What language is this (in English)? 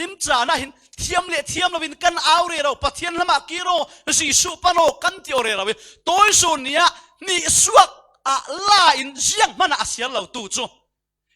Falam Chin